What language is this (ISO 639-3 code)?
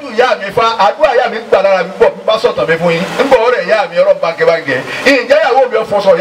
yor